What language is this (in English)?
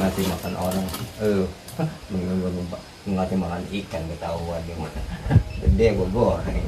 Betawi